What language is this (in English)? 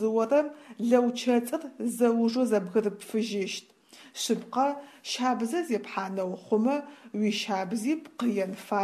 Adyghe